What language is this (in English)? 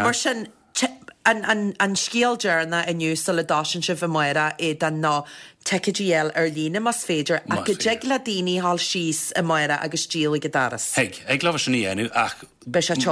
Irish